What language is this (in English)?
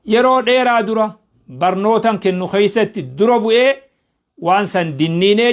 Oromo